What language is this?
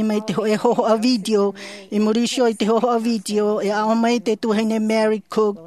Tahitian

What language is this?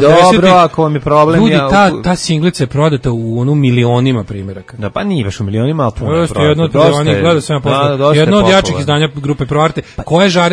Serbian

